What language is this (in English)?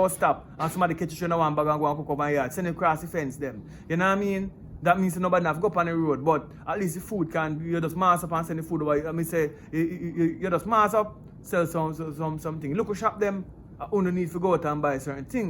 Jamaican Creole English